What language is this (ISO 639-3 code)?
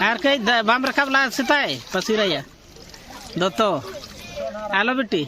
sat